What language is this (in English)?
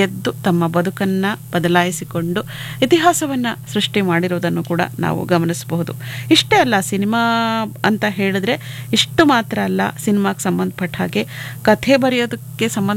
Kannada